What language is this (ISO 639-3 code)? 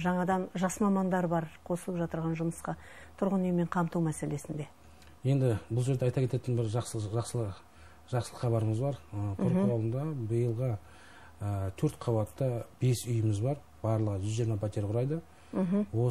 kaz